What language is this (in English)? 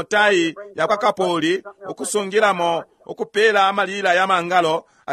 Bemba